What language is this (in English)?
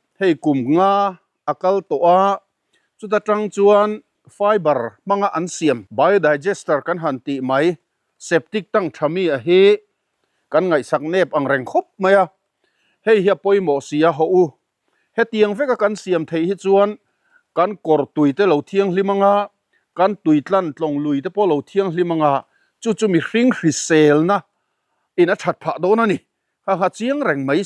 Mizo